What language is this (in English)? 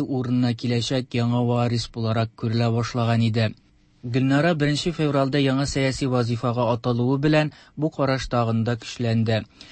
Tatar